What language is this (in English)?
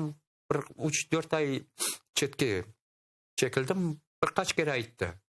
Crimean Tatar